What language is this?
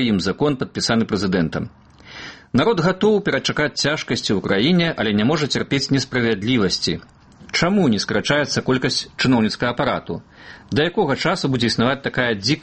Belarusian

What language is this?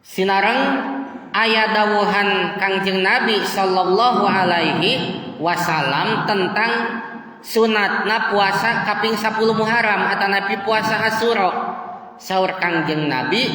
Sundanese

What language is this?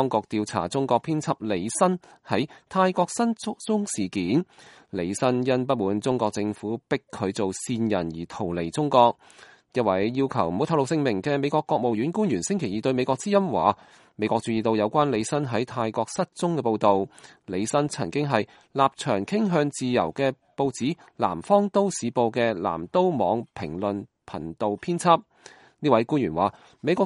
Cantonese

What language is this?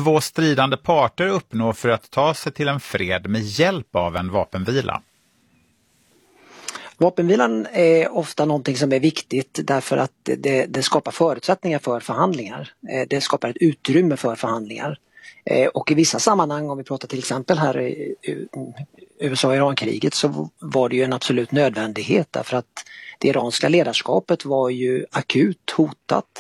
Swedish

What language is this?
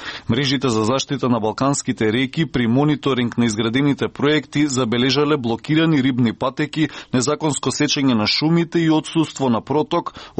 Macedonian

